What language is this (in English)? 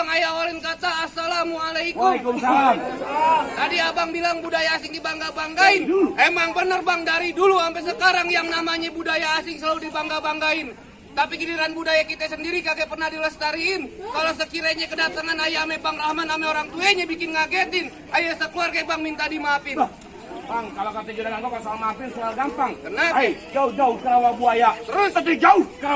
Betawi